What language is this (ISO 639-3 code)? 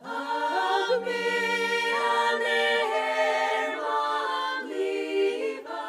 fao